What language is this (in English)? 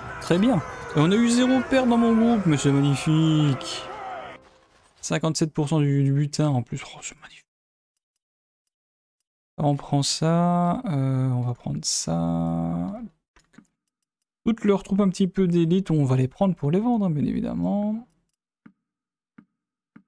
French